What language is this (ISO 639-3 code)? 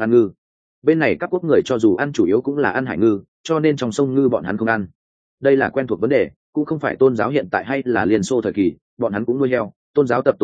vie